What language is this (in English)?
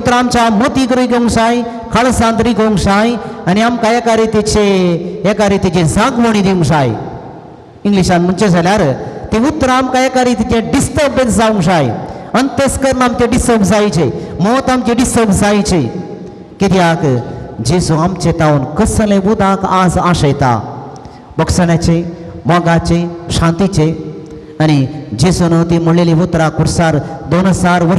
Konkani